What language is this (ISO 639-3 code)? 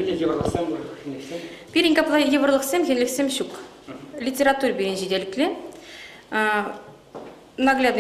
chv